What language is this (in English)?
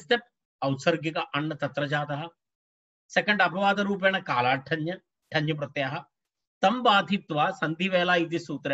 Sanskrit